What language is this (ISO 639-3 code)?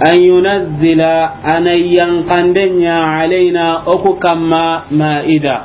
snk